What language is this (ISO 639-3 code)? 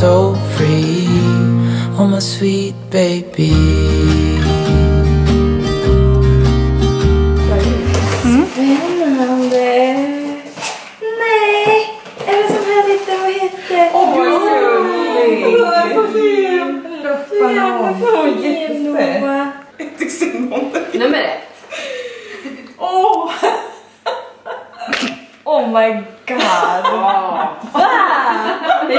swe